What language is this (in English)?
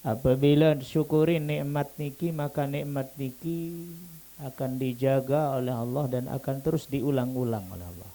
Sasak